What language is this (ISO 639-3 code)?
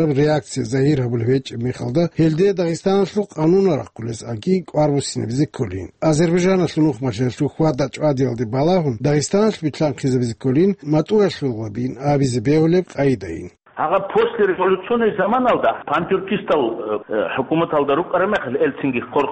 ava